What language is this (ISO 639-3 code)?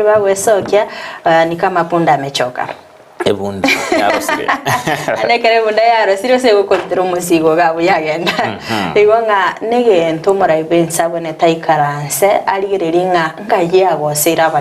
guz